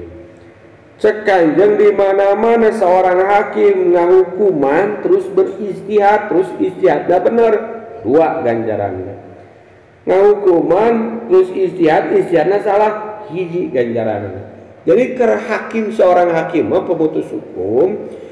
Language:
Sundanese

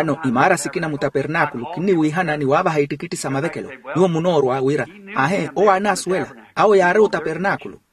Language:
Makhuwa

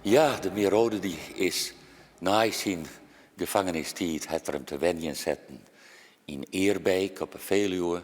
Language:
Western Frisian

